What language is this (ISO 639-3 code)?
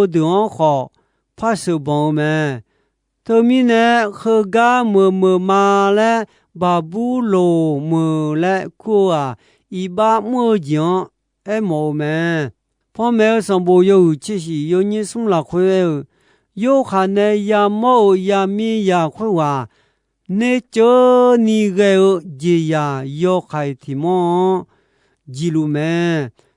ahk